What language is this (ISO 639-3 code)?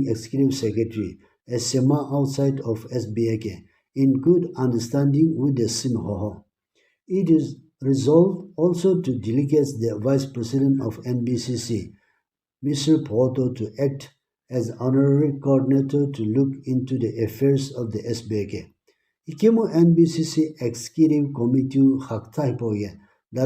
nsm